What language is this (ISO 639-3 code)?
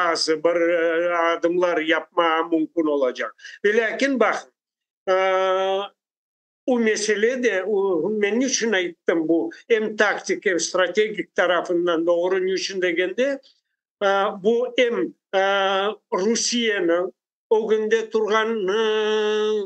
crh